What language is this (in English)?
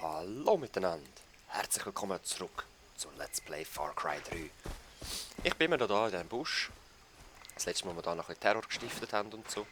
Swiss German